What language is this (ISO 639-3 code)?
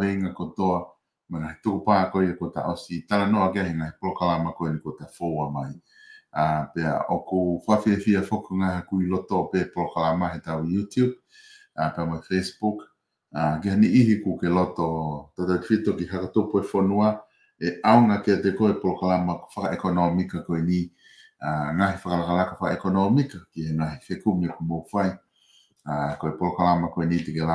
ton